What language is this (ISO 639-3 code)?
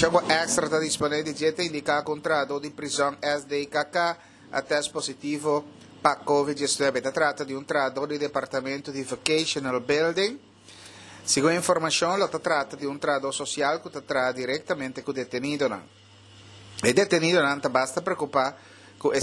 pap